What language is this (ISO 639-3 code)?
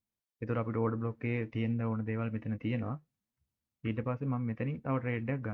sin